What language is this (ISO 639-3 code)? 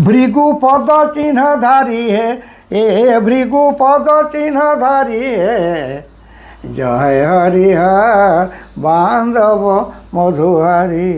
sck